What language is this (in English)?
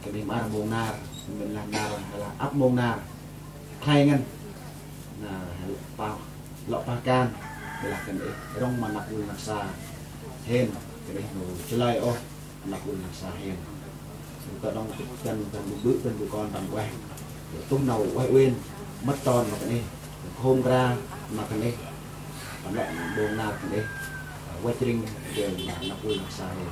Central Mnong